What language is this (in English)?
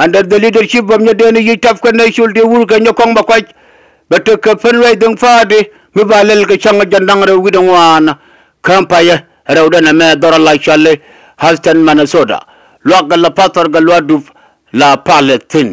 Nuer